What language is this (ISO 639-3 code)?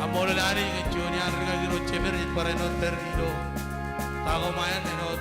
mah